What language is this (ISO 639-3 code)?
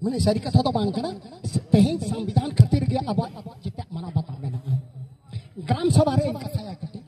sat